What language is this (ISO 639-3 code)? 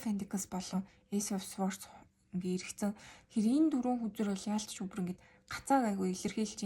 mon